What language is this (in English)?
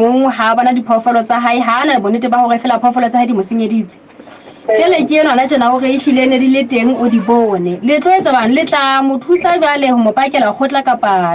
Southern Sotho